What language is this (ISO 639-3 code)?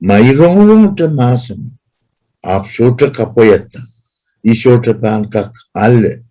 pon